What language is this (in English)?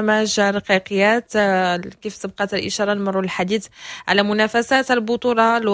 Moroccan Arabic